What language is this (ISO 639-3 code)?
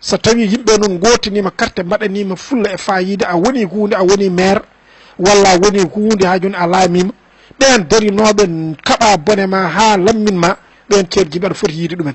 ful